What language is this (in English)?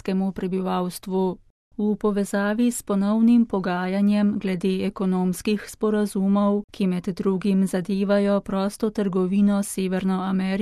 Slovenian